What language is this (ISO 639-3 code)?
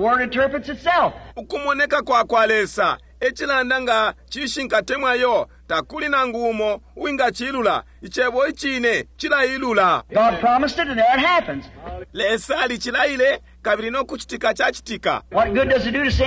bem